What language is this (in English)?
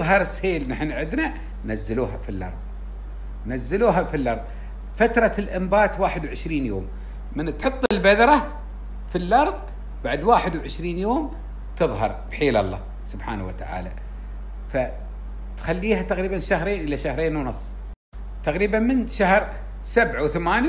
Gulf Arabic